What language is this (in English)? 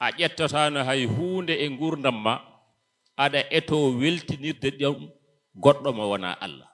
Fula